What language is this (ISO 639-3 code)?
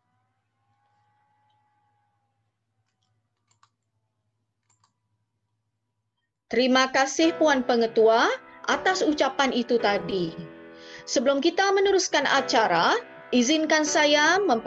msa